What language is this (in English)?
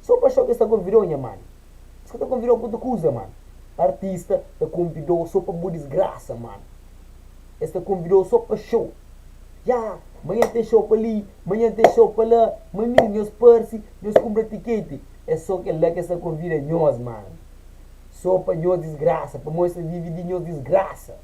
Kabuverdianu